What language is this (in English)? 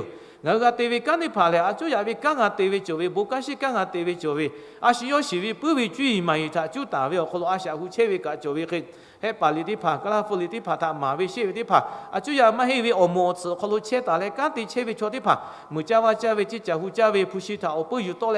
Lahu